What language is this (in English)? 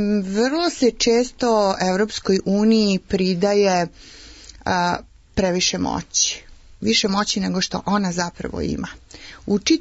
Serbian